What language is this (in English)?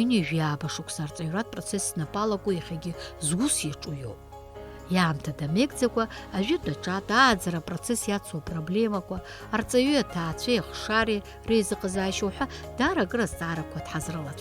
Abkhazian